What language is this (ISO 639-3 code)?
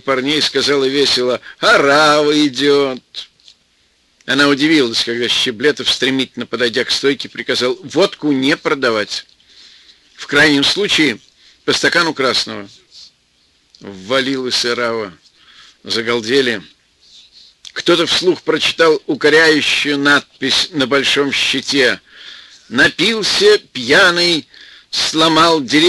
rus